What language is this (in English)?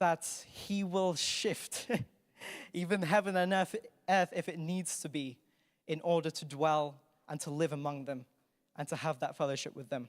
English